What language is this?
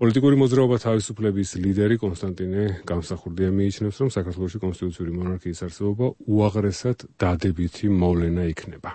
Georgian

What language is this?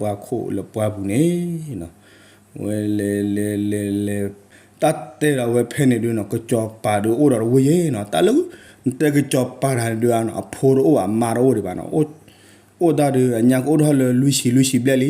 S'gaw Karen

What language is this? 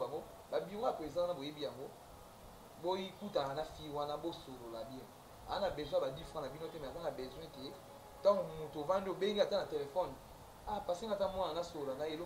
Lingala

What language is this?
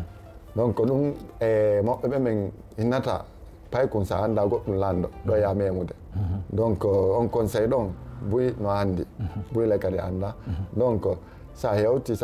Fula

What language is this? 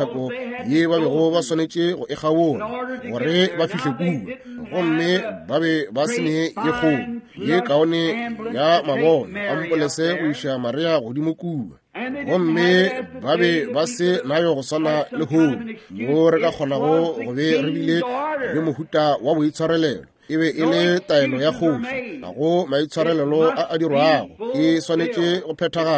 Northern Sotho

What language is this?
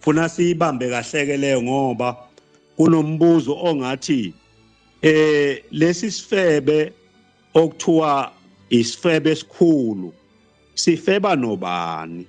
Zulu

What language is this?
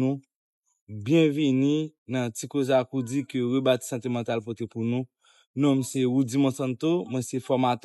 Haitian Creole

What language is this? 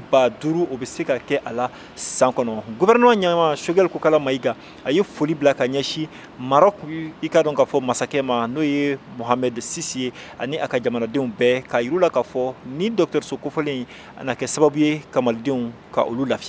Bambara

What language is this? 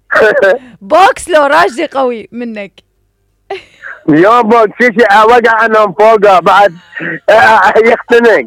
Mesopotamian Arabic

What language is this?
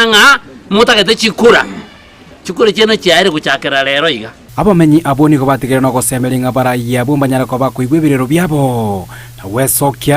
Gusii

